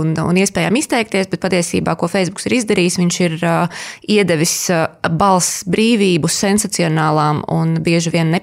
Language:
Latvian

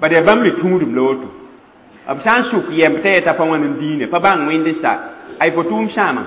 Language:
Mossi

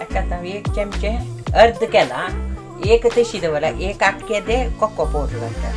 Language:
Konkani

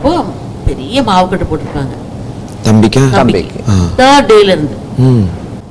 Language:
Tamil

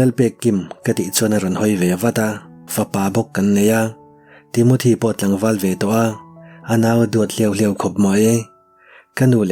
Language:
Mizo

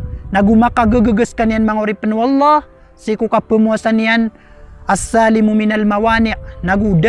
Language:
Maranao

